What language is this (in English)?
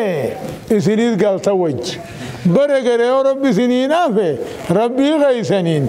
Oromo